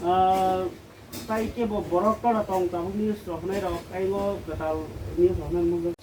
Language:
Kok Borok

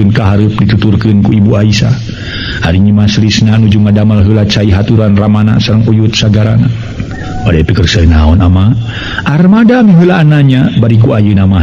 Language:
Sundanese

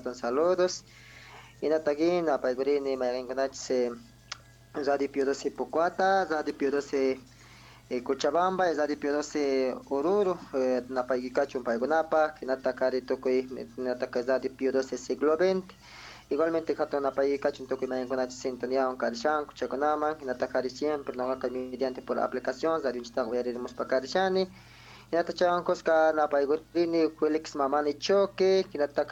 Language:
Quechua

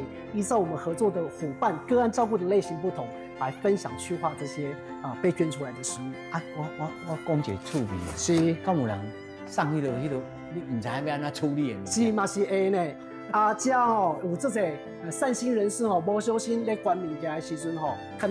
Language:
Min Nan Chinese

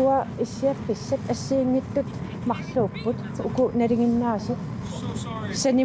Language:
Kalaallisut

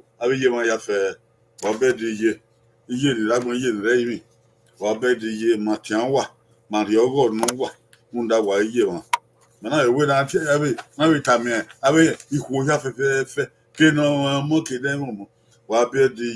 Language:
Bini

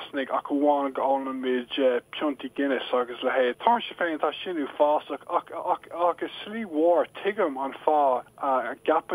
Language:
Irish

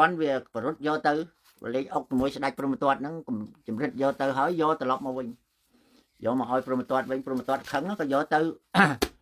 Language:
Khmer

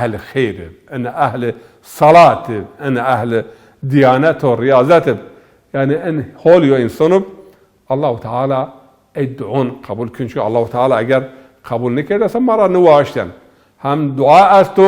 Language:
Zaza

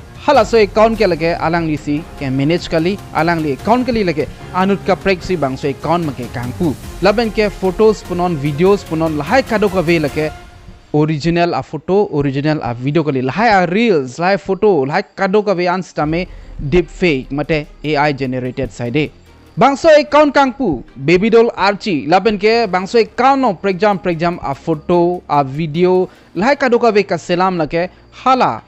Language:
Karbi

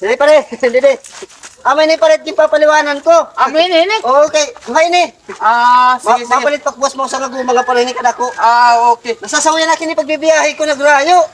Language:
Waray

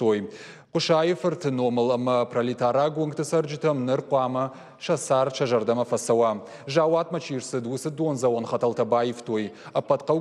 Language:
Ossetic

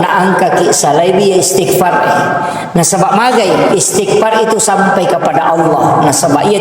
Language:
Buginese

